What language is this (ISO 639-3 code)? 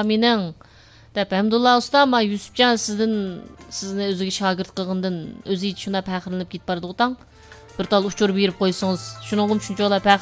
uig